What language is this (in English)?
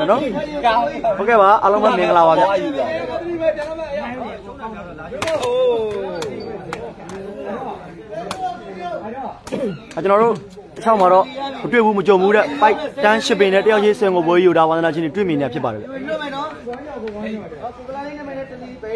Burmese